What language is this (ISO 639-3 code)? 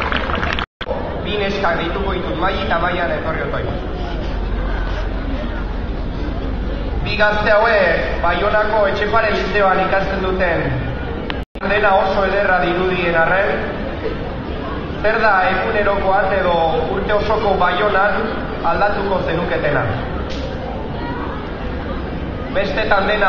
eus